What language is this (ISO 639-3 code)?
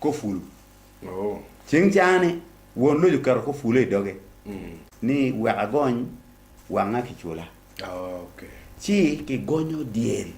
ach